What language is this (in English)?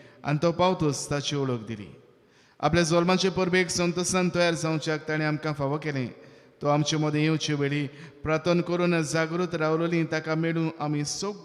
Konkani